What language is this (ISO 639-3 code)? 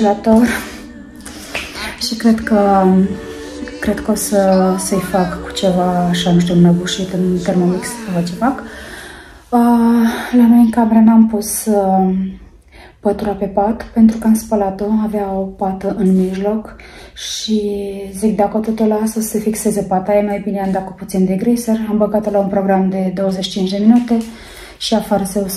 ron